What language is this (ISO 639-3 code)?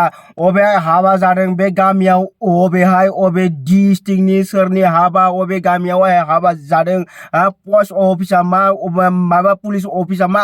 brx